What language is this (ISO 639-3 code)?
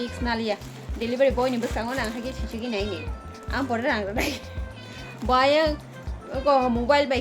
trp